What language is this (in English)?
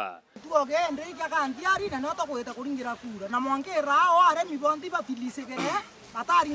Meru